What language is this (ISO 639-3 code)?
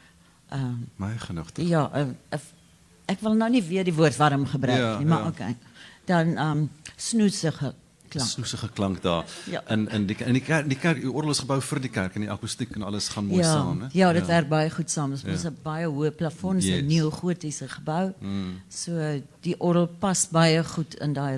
afr